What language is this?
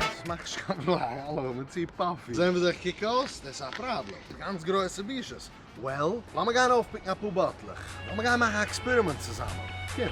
Yiddish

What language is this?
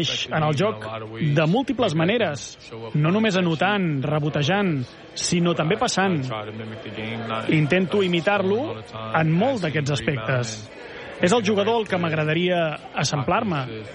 Catalan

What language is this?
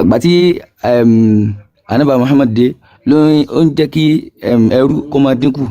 Yoruba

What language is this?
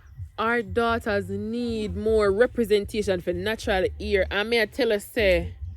Jamaican Creole English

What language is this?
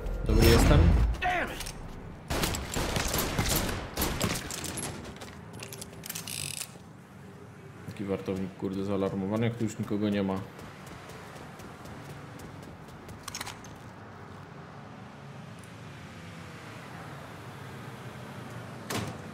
Polish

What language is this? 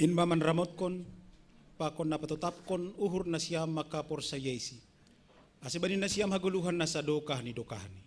Batak Simalungun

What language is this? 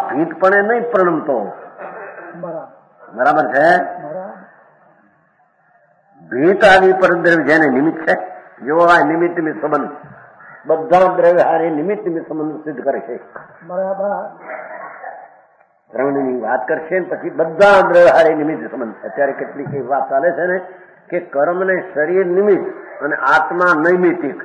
Gujarati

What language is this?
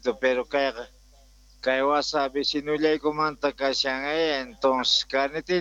South Bolivian Quechua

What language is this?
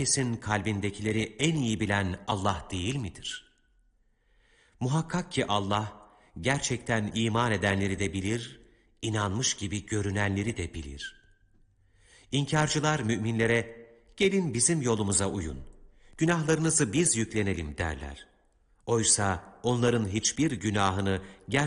Turkish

